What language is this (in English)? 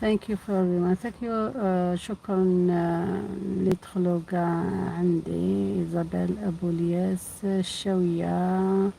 Algerian Arabic